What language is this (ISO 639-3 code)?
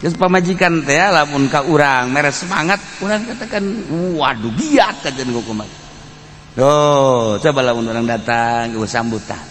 sun